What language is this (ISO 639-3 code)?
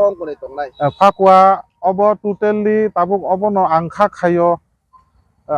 trp